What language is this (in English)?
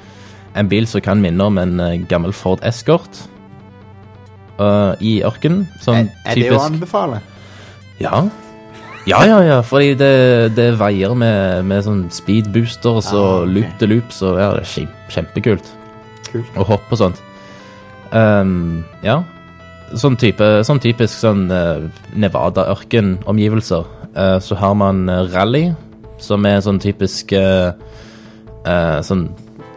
Norwegian